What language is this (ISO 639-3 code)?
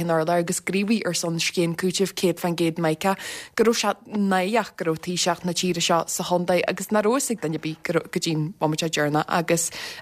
gle